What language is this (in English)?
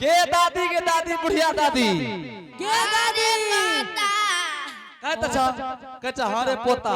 Angika